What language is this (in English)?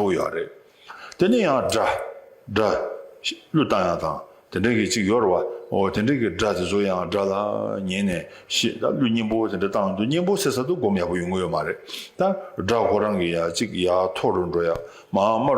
Tibetan